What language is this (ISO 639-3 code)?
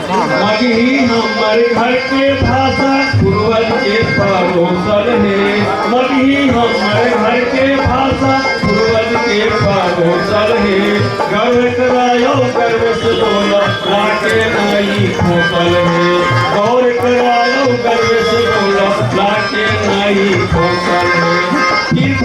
mag